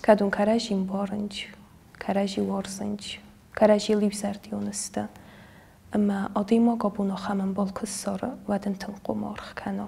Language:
Ossetic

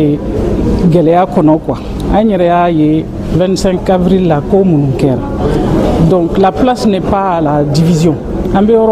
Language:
Bambara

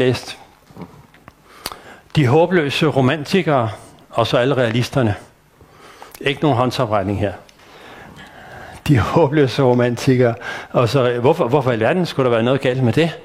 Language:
Danish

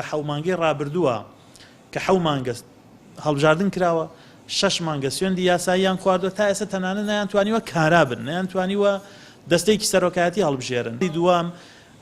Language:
Central Kurdish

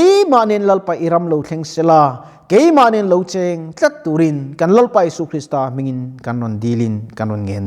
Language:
Mizo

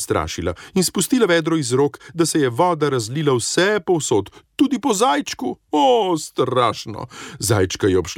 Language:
Slovenian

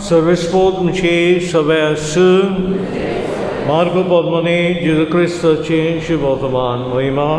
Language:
Konkani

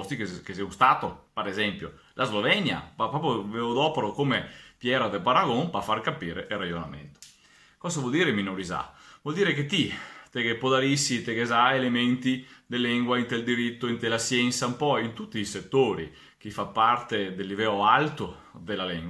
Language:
Venetian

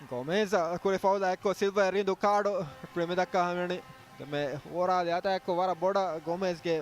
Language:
Divehi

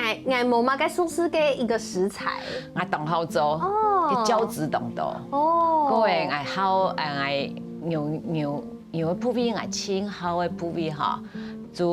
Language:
Hakka Chinese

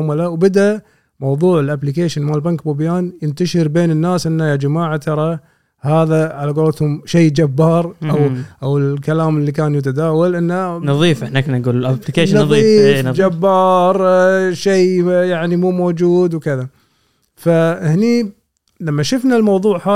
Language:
Gulf Arabic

